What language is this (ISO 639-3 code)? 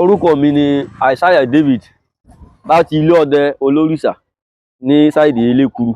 yor